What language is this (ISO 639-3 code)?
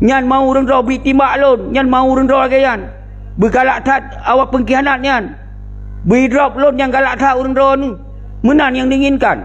ace